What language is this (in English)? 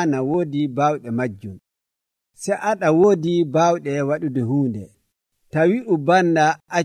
Nigerian Fulfulde